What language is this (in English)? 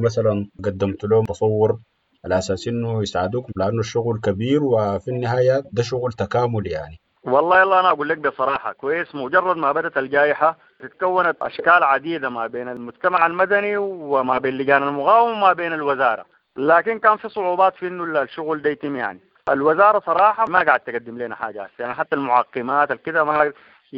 Sudanese Arabic